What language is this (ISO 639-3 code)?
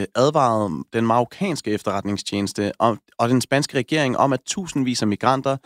dan